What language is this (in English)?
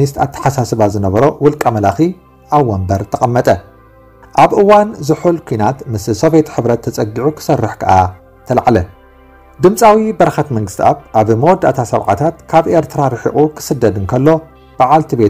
Tigrinya